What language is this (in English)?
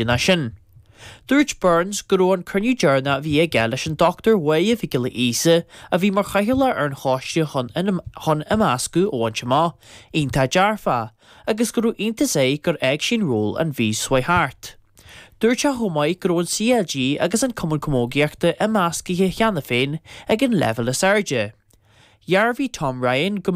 Irish